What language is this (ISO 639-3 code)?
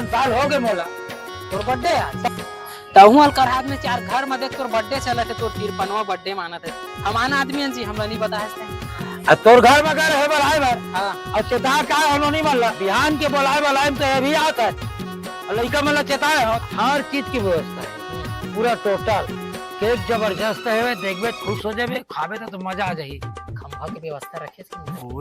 hne